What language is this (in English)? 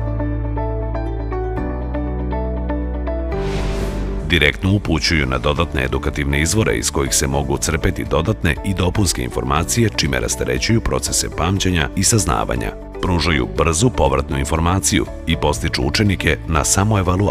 Serbian